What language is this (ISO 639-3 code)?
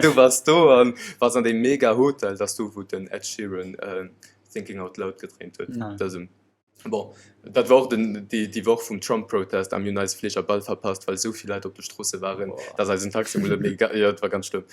ltz